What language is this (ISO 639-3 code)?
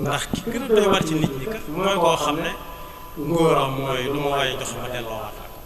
wol